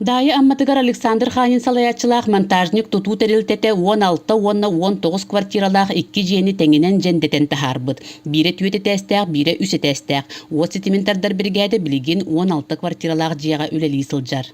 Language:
Yakut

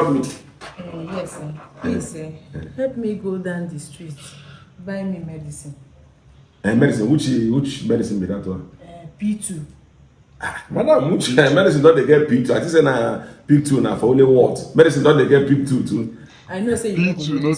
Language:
Nigerian Pidgin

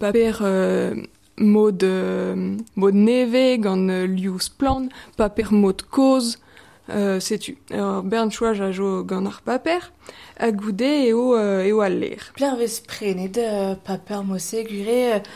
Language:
Breton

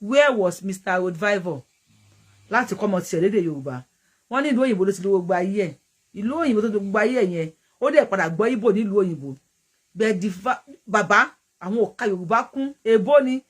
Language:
Yoruba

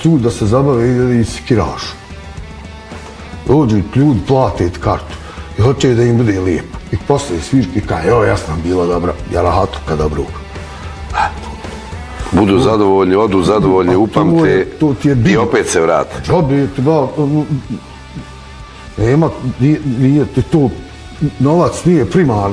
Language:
Bosnian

